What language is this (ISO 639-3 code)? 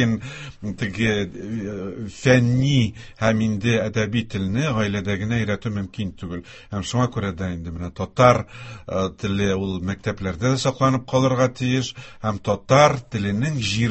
tat